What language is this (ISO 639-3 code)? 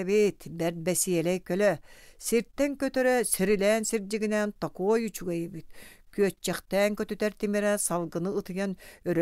sah